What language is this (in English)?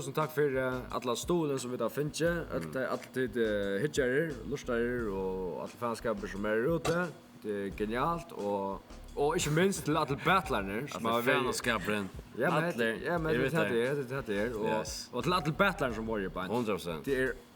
Faroese